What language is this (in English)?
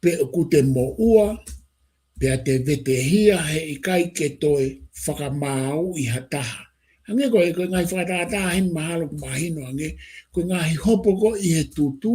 Tongan